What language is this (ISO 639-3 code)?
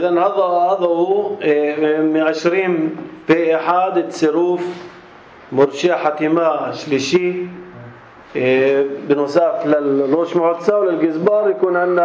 apc